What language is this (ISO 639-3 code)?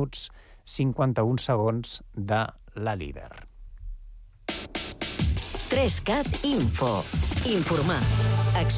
cat